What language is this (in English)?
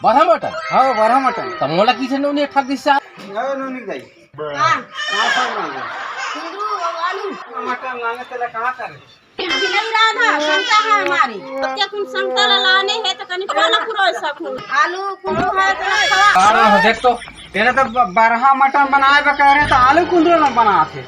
Chhattisgarhi